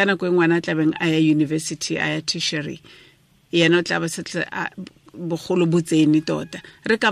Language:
Tswana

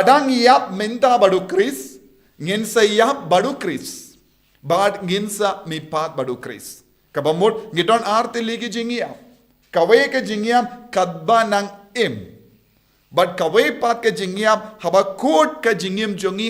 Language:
Khasi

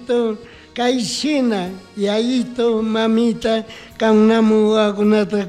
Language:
Chimborazo Highland Quichua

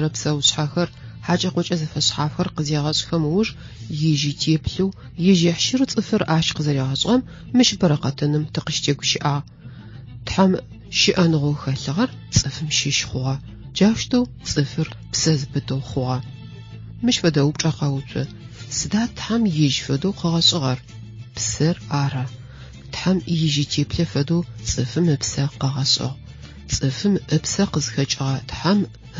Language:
Adyghe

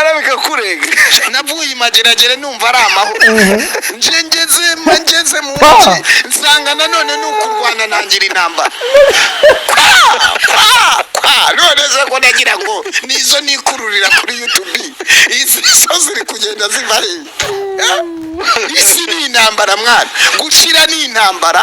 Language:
Kinyarwanda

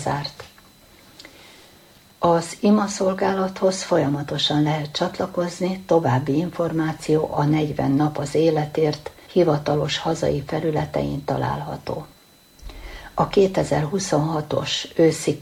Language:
Hungarian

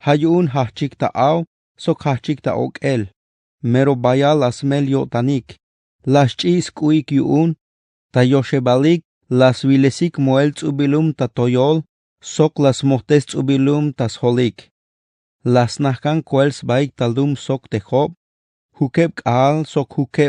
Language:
Tzeltal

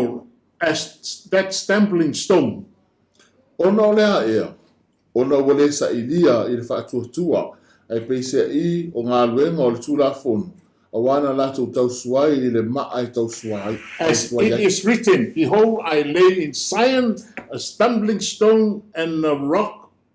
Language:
Samoan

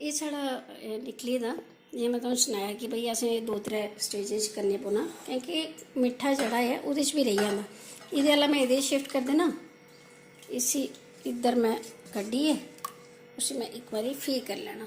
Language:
Dogri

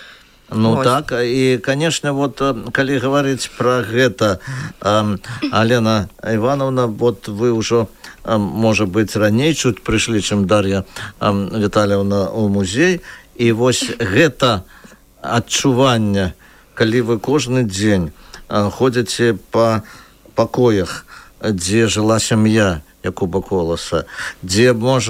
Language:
Belarusian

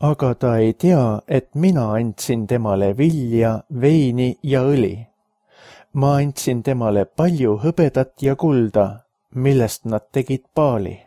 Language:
Estonian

